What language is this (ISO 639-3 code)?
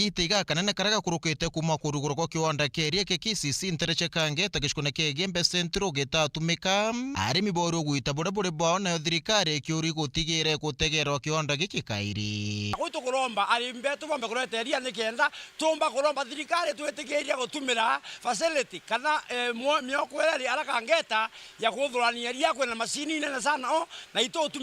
mer